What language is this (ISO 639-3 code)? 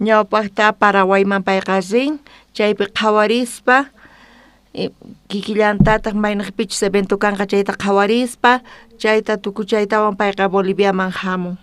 quh